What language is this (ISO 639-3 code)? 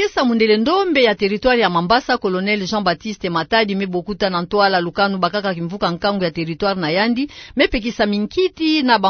ktu